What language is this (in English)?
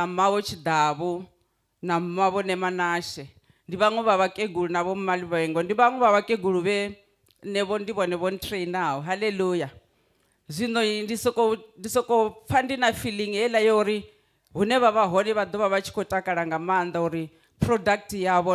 Venda